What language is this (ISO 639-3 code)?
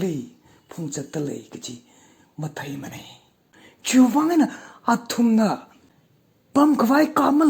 nmf